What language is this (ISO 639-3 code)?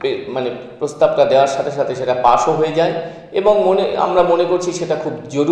ben